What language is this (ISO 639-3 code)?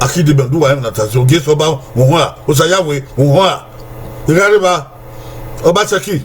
bin